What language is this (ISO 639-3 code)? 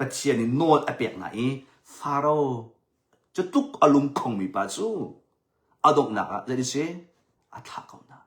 cnh